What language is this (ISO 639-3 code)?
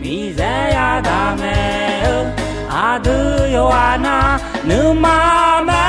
ahk